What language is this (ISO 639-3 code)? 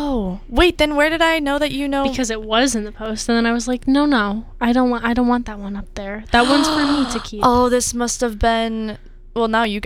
eng